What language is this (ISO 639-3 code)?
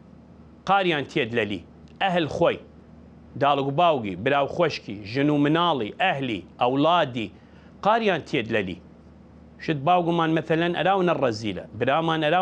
sdh